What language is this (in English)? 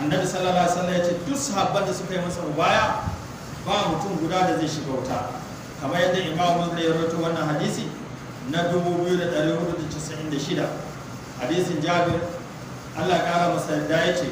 Hausa